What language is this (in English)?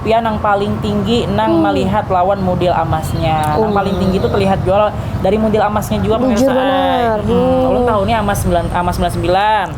Banjar